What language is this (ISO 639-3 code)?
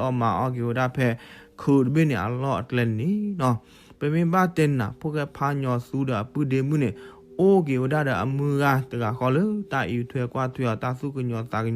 ksw